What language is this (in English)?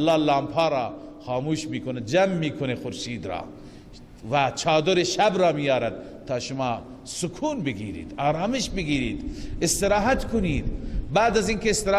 Persian